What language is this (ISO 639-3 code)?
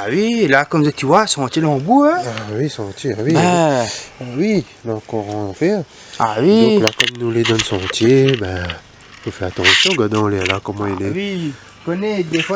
rcf